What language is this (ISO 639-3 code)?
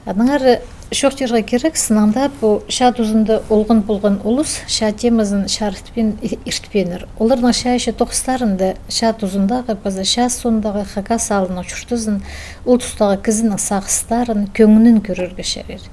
kjh